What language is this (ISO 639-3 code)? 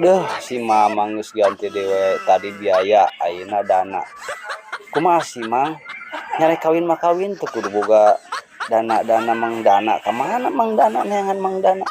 sun